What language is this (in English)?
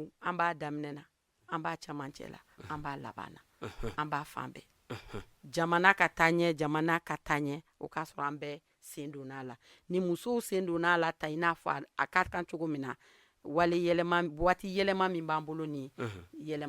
Bambara